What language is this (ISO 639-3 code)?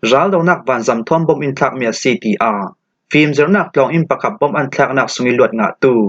cfm